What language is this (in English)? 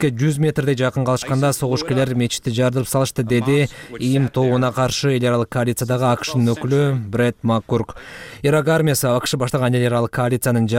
Kyrgyz